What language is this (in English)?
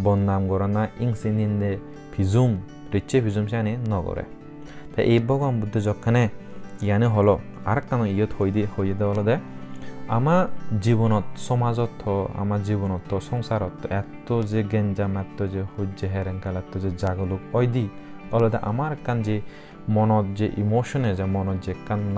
Chakma